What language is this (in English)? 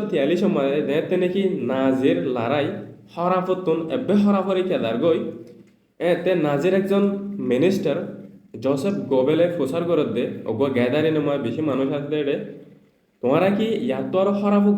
Rohingya